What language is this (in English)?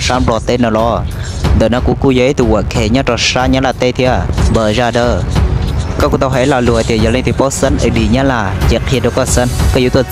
Hmong